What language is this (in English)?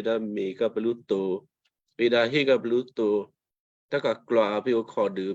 Western Kayah